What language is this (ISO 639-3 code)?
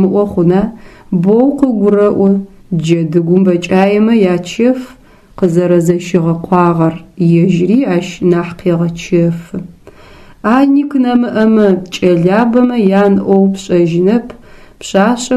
ady